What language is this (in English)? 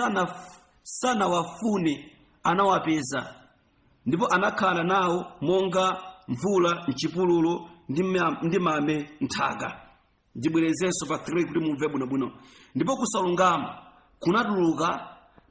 Nyanja